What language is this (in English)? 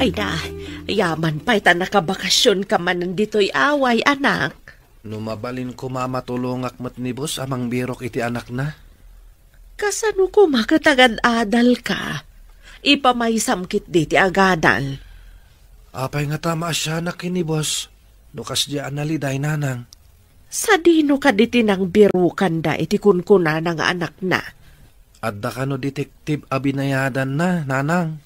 Iloko